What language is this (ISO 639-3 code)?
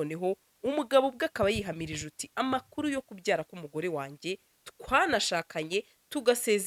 kin